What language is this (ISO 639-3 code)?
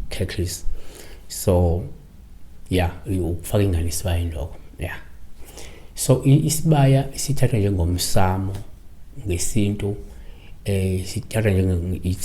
zul